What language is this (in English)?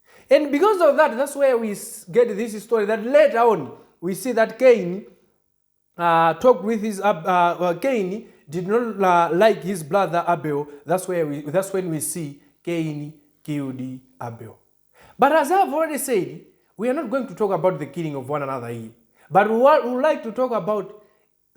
English